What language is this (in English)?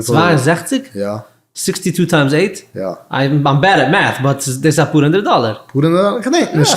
Yiddish